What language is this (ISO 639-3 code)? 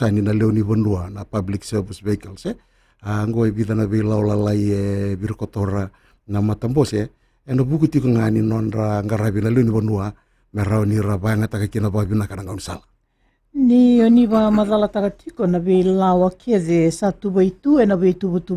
fij